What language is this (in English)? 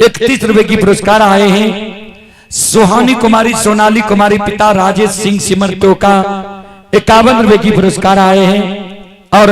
Maithili